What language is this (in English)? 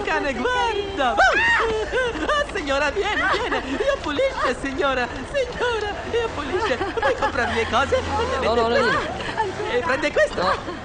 Neapolitan